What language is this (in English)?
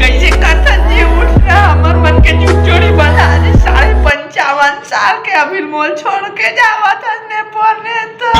Chhattisgarhi